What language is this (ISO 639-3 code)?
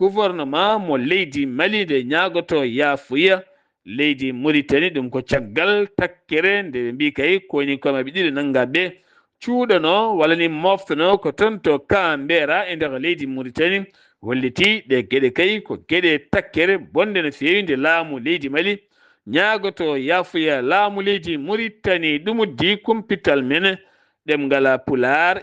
ful